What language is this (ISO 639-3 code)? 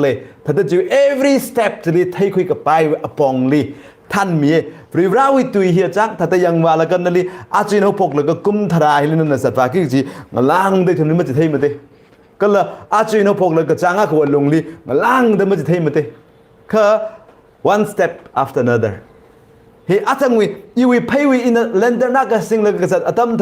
nmf